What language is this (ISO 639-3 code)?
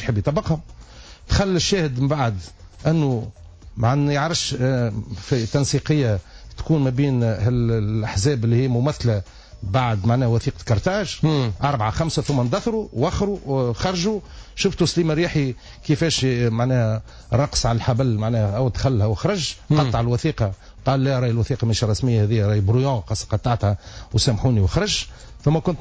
aeb